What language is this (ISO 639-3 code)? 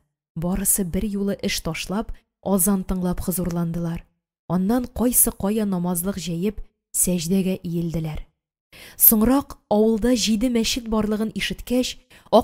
tat